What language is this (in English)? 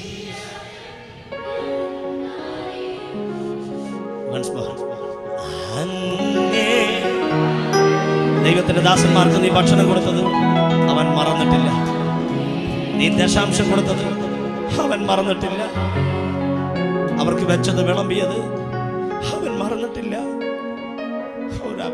Malayalam